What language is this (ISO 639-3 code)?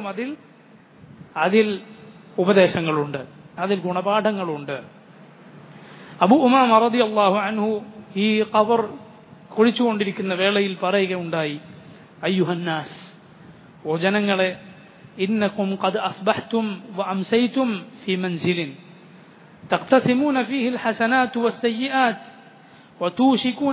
mal